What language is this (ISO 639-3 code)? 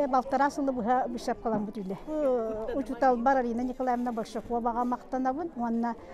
sah